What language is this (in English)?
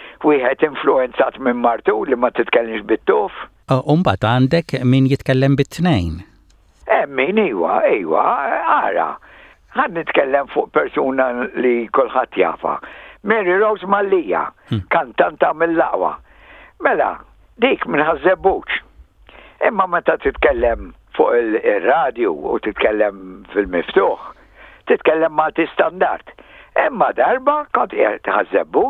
Maltese